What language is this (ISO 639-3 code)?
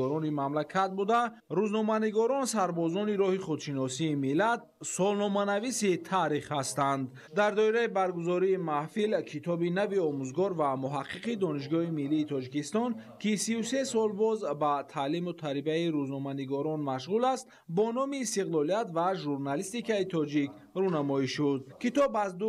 tgk